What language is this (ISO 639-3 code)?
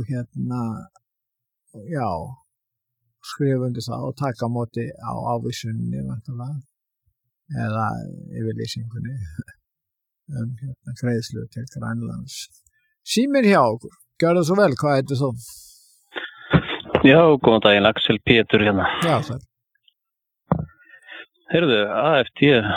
isl